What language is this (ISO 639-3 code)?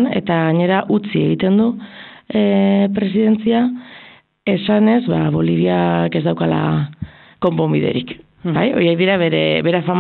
eus